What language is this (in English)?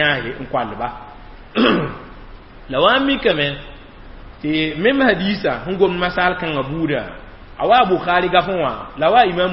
Mossi